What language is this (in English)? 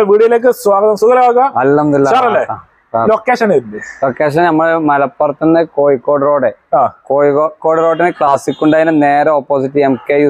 Malayalam